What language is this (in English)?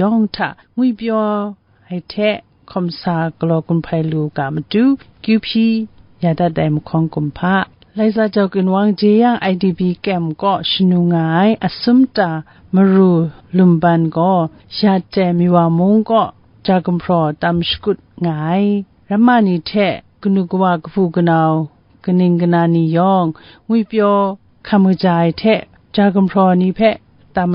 Kachin